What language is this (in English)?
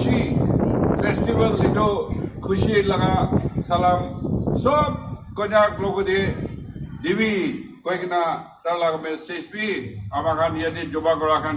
Naga Pidgin